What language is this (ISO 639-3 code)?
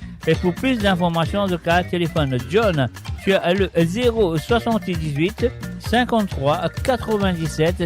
mfe